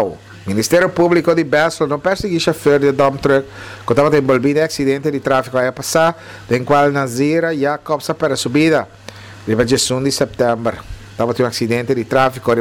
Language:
Papiamento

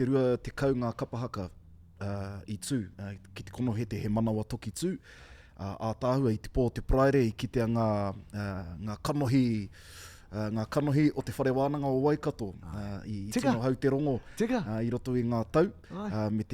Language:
Māori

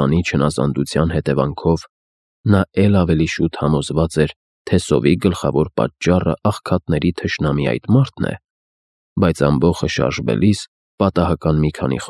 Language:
Armenian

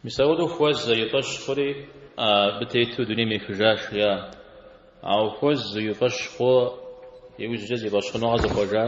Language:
Kabardian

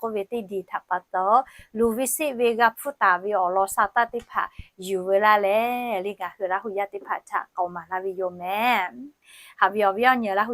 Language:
Lahu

